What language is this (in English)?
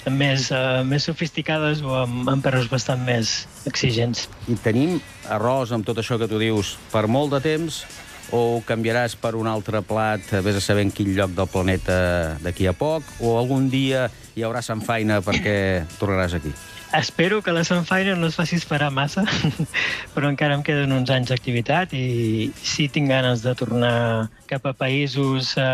Catalan